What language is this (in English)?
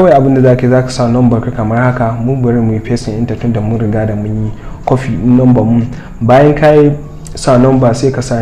Hausa